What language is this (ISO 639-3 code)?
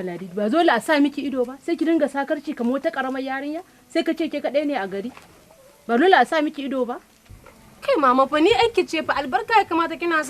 hau